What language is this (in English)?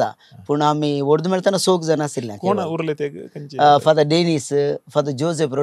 Konkani